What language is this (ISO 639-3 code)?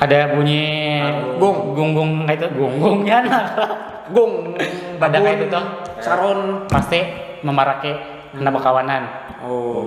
bjn